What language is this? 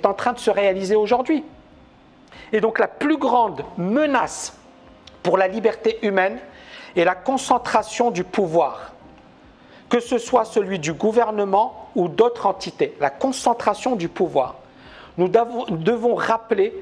French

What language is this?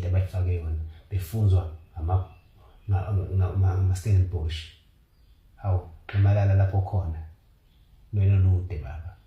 Zulu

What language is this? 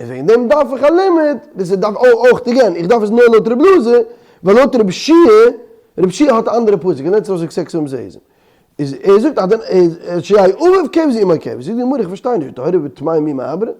Yiddish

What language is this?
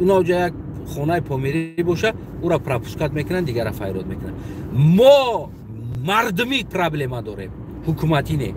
Tajik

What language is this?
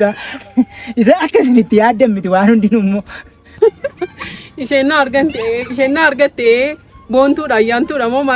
Oromo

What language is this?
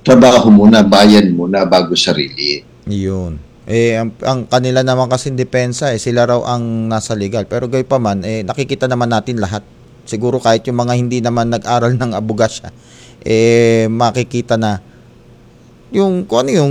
Filipino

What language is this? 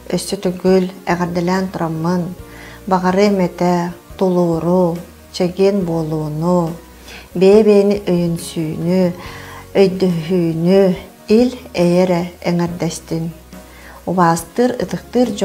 Yakut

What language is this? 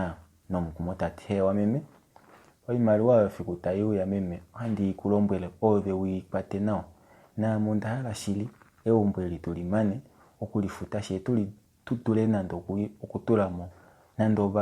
Kuanyama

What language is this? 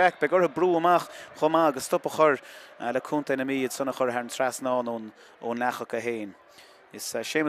Irish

